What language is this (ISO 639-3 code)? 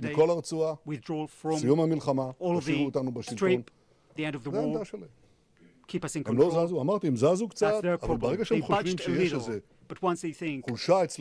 heb